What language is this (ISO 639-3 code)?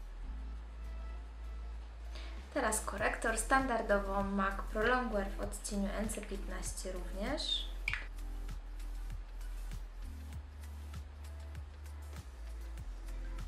pol